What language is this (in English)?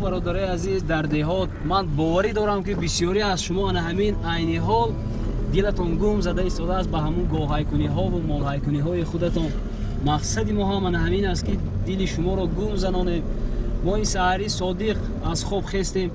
Tajik